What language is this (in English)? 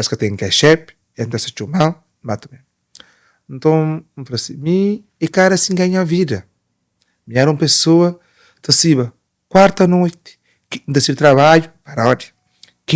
Kabuverdianu